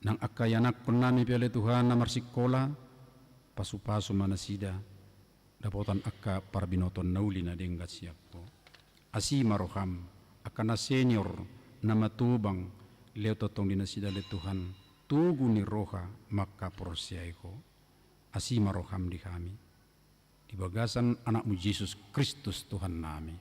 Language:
Batak Toba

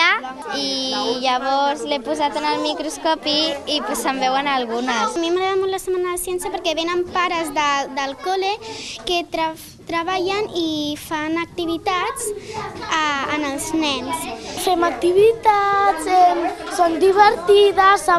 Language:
Catalan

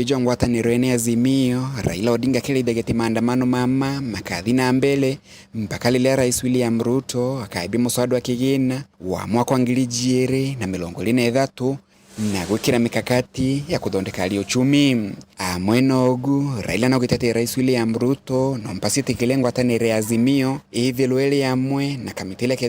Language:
Meru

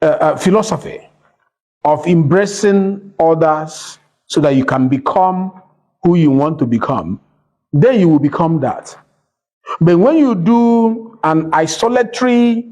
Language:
Yoruba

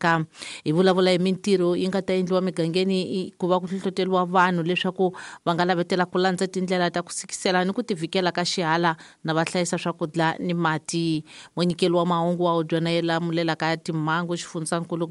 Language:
Tsonga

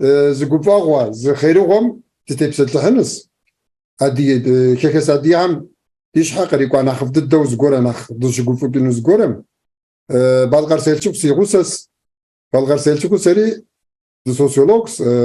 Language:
Kabardian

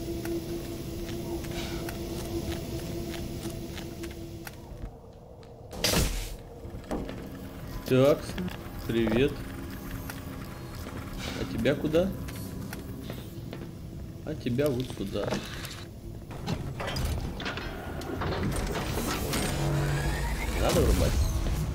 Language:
Russian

